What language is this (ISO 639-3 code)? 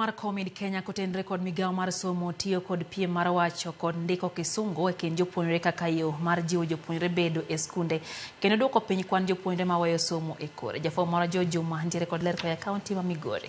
luo